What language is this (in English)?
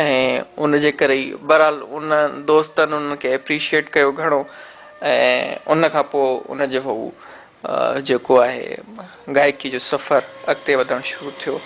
Sindhi